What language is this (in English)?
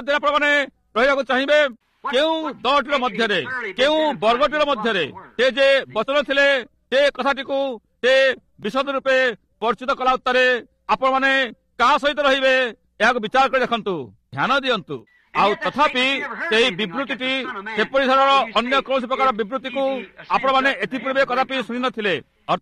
Odia